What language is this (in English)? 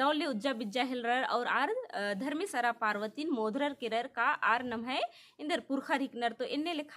Kurukh